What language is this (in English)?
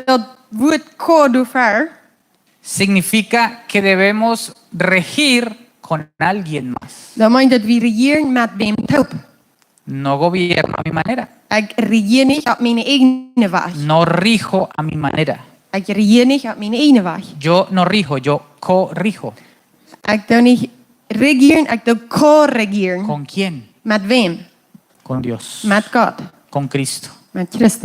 Plautdietsch